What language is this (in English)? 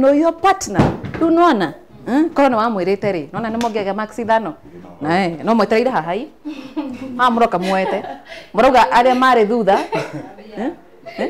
Kikuyu